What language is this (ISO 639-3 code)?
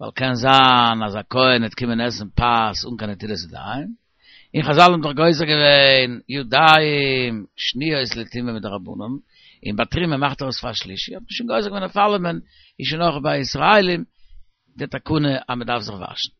yid